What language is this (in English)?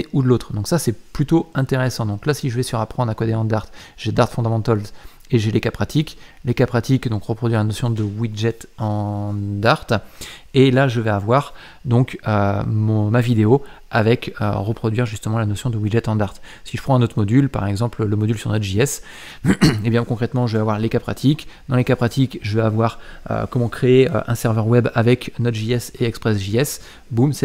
French